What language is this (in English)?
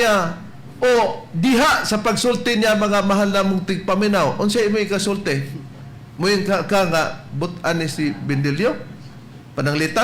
Cebuano